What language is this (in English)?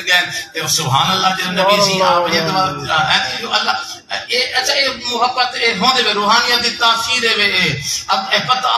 Saraiki